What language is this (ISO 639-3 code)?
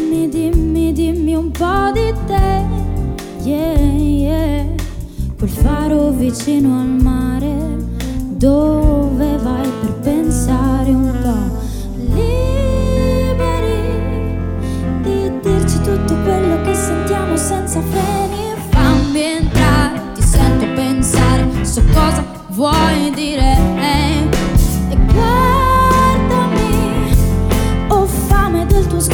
ita